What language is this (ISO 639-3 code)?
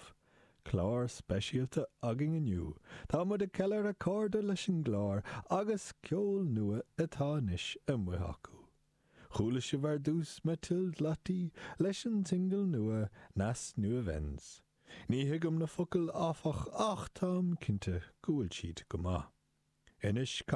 gle